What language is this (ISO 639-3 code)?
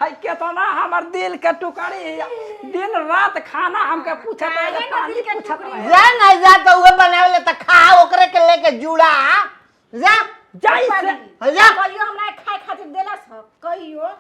bho